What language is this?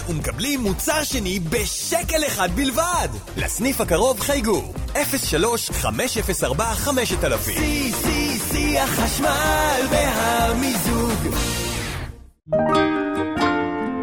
Hebrew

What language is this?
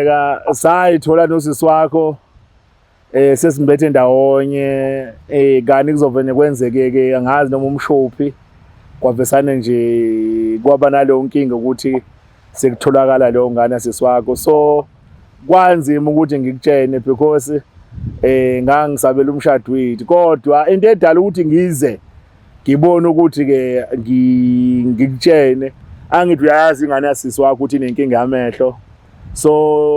Zulu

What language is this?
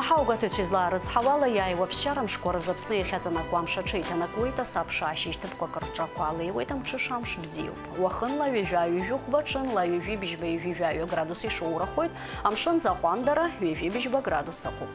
Abkhazian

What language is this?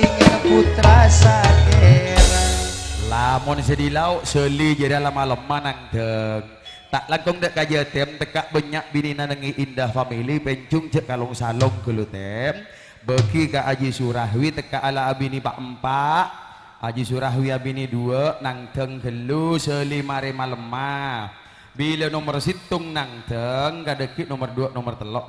Madurese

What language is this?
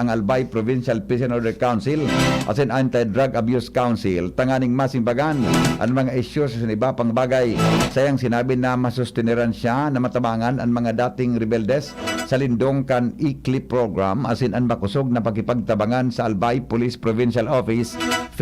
Bikol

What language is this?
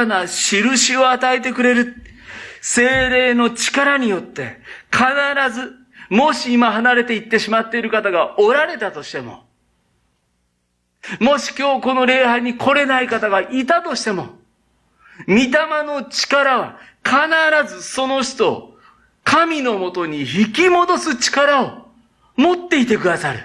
Japanese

